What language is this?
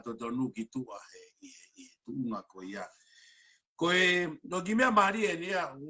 Tongan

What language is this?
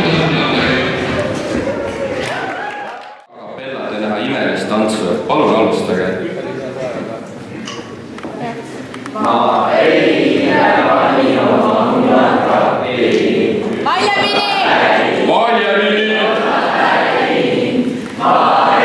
Estonian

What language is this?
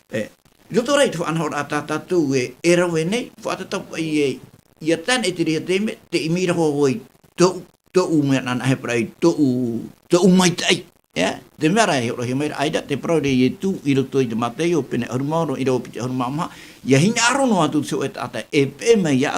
Tahitian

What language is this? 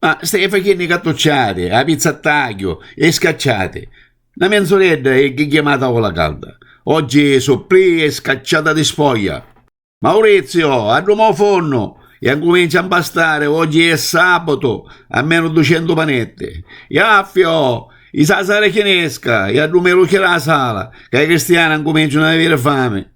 Sicilian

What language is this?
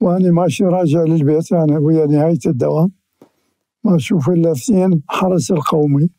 Mesopotamian Arabic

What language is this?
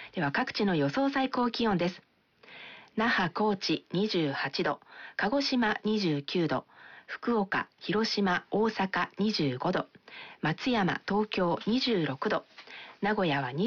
Japanese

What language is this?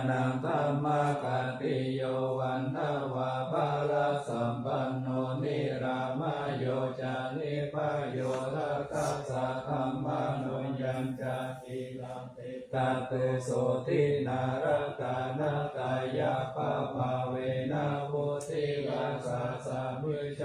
Pali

